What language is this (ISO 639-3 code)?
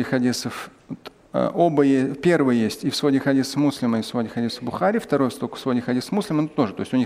rus